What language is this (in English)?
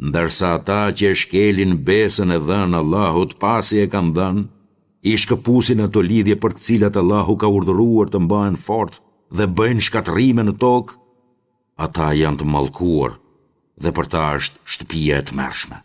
Albanian